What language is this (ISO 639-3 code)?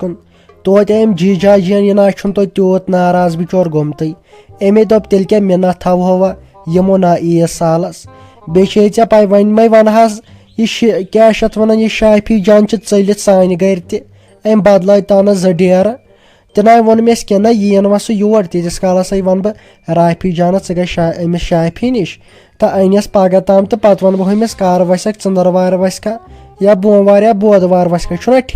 kas